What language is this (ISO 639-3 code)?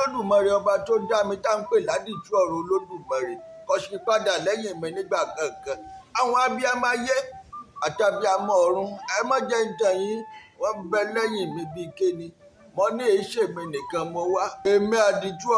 yor